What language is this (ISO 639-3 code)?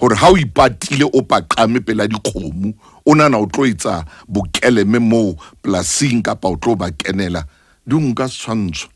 sot